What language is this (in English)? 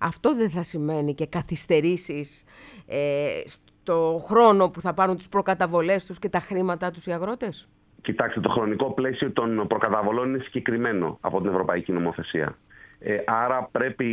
Greek